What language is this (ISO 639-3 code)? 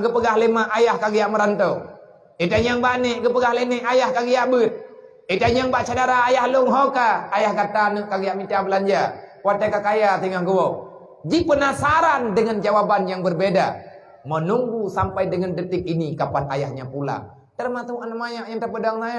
ace